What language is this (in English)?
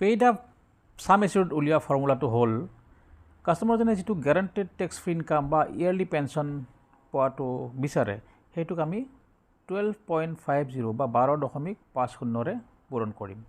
Assamese